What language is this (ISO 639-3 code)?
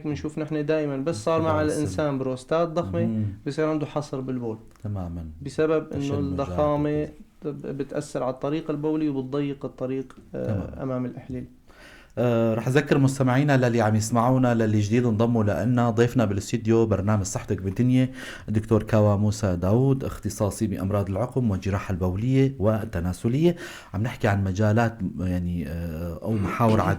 apc